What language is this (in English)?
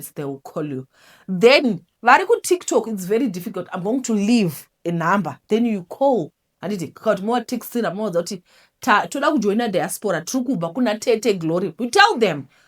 Shona